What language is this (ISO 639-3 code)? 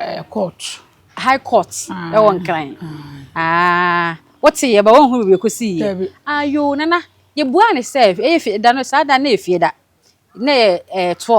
aka